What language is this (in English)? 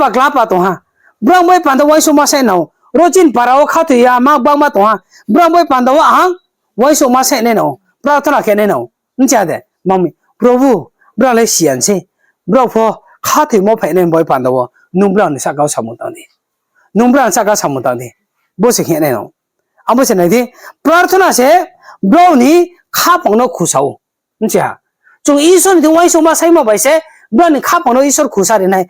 Riang (India)